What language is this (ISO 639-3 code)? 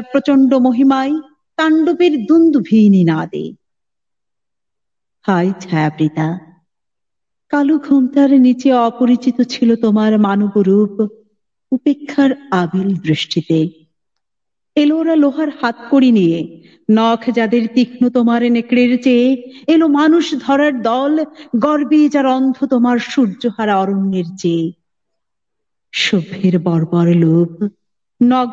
ben